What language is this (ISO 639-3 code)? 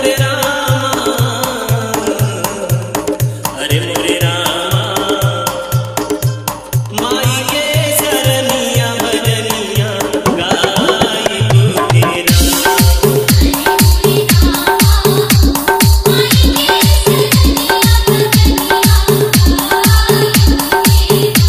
bho